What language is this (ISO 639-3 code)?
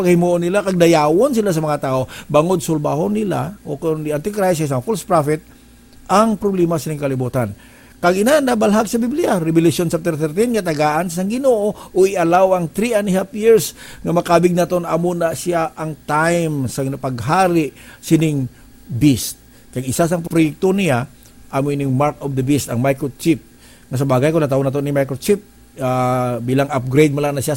hil